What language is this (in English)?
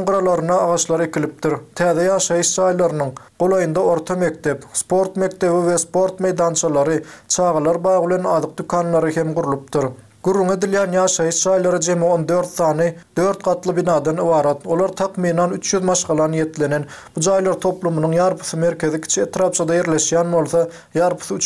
Turkmen